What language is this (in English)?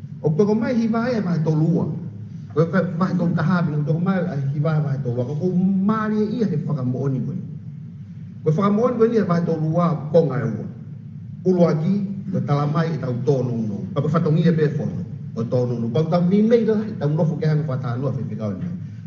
Tongan